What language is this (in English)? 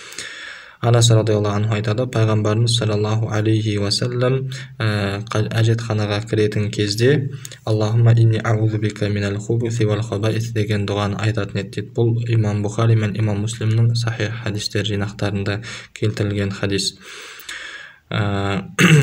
Kazakh